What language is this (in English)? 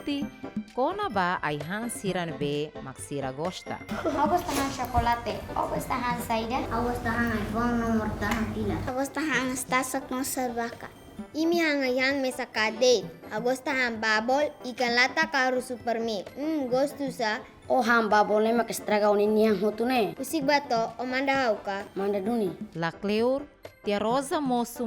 Tetum